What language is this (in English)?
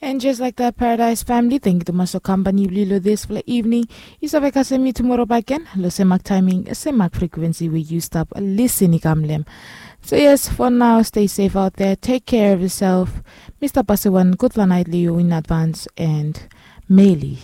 Bislama